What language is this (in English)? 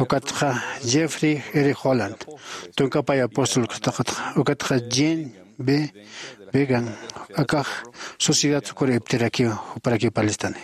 Aymara